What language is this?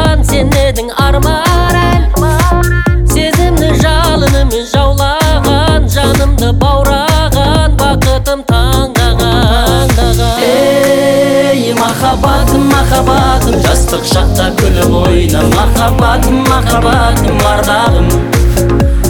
Kazakh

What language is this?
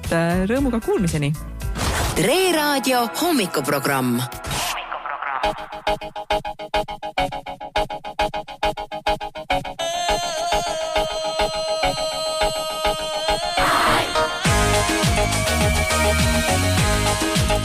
Estonian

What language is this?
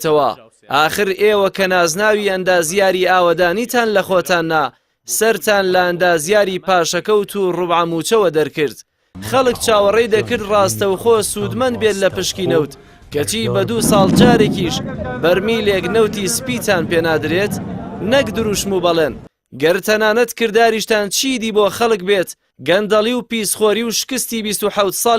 Central Kurdish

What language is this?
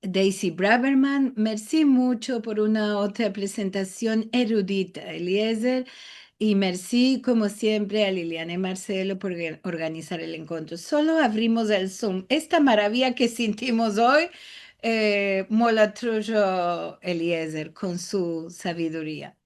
Ladino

